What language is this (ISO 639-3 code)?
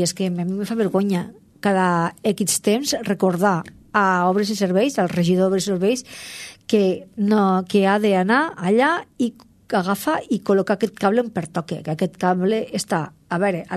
cat